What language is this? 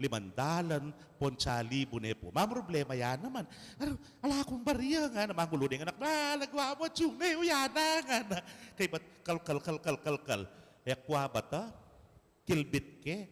Pampanga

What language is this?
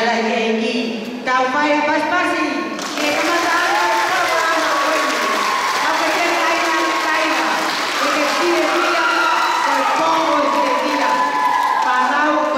Tongan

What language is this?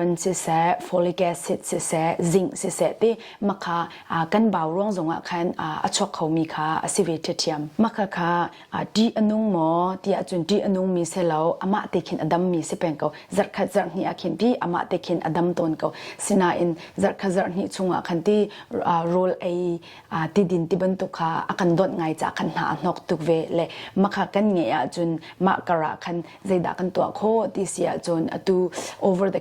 Hakha Chin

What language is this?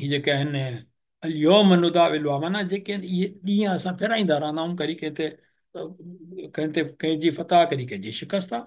Sindhi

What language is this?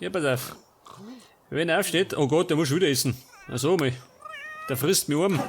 Bavarian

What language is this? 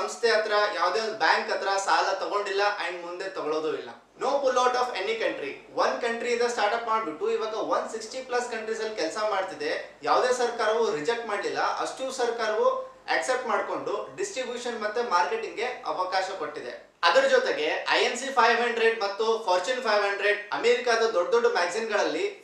Kannada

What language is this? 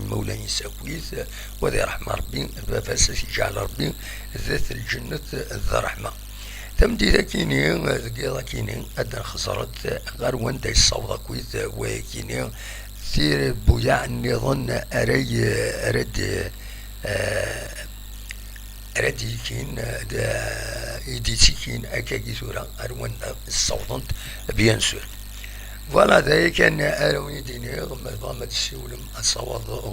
Kabyle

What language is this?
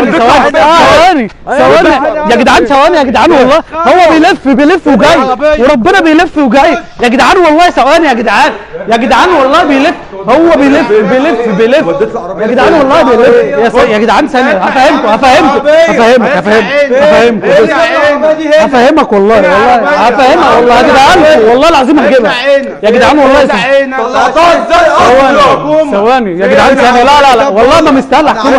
Egyptian Arabic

